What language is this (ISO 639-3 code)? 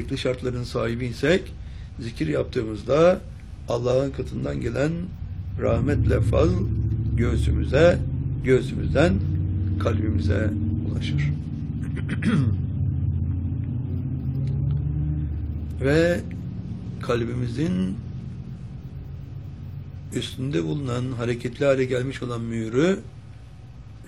tur